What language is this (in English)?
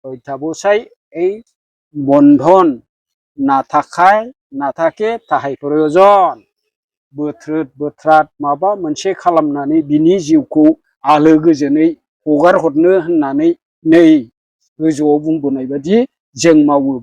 Bodo